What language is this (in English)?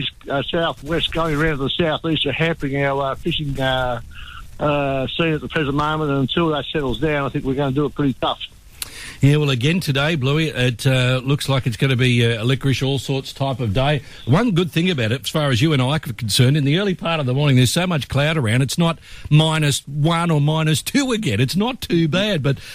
English